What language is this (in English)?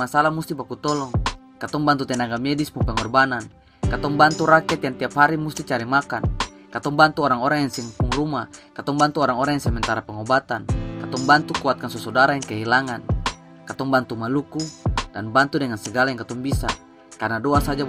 Ambonese Malay